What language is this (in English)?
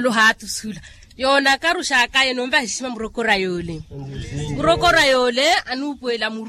Makhuwa